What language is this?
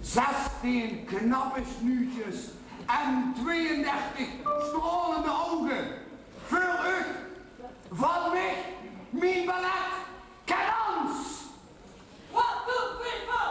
Limburgish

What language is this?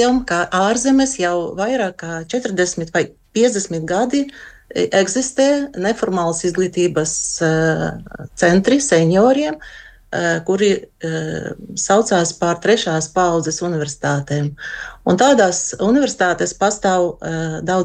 Latvian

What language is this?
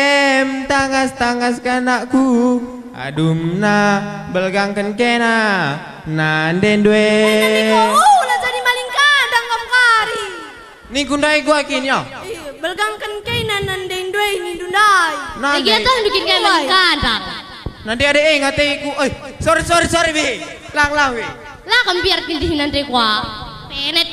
Batak Karo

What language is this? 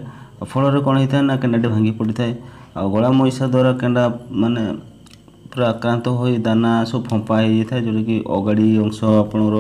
Odia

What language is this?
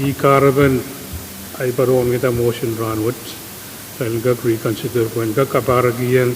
Pohnpeian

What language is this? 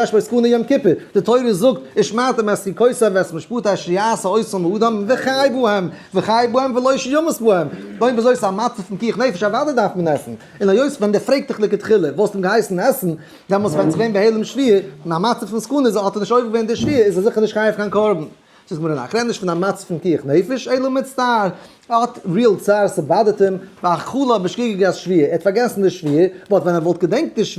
Yiddish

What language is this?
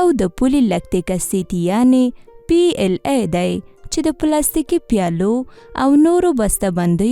Pashto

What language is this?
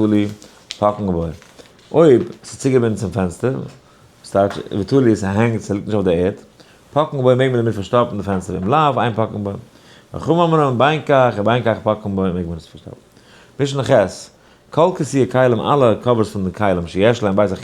Yiddish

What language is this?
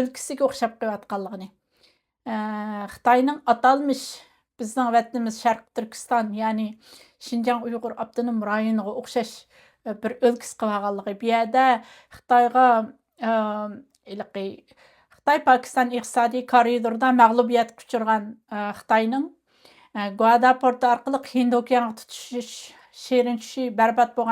Uyghur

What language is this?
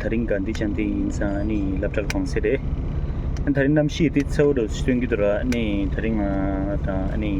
Tibetan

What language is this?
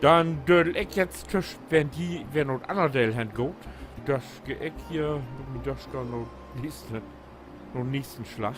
Low German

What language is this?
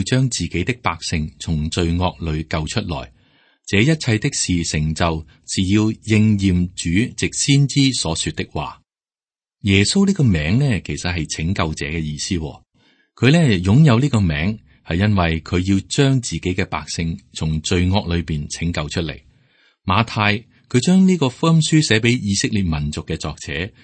Cantonese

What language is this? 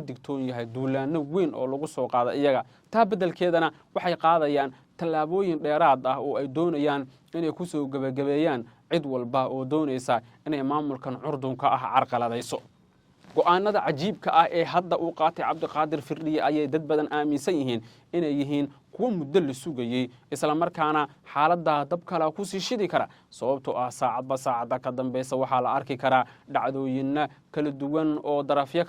Somali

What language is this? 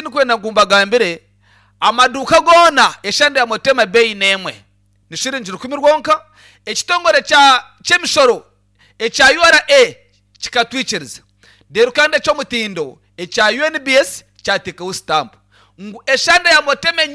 Nyankole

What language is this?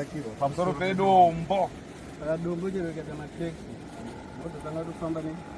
Shona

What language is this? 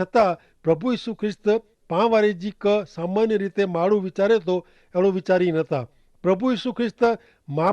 Kachhi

